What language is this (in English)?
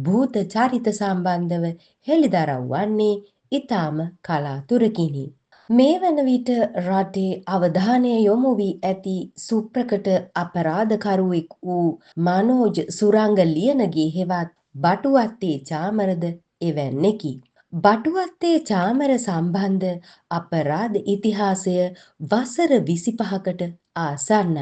Sinhala